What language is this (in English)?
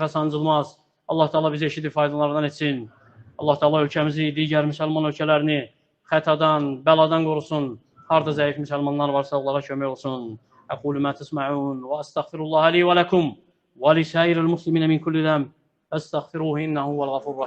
Azerbaijani